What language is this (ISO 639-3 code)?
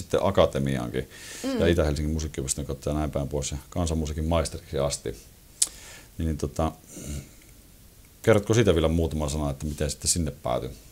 fin